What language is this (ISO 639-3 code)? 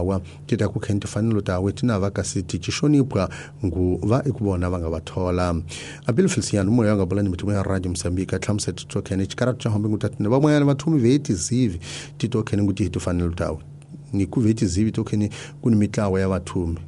tso